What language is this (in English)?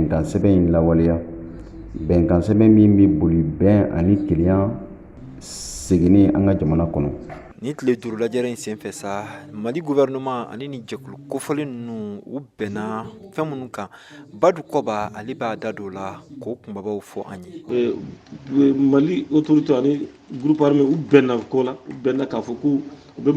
Bambara